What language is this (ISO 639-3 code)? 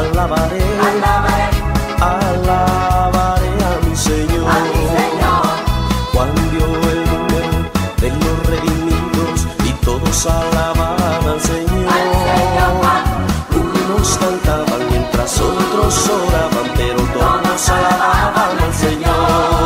spa